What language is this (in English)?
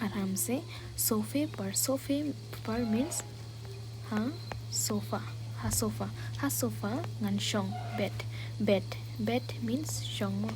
Khasi